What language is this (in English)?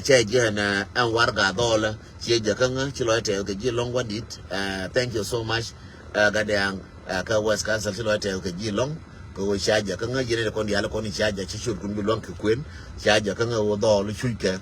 Nuer